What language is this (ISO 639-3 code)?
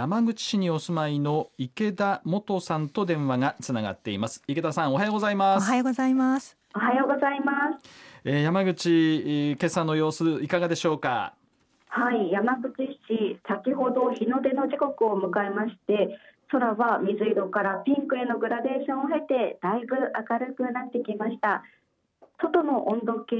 jpn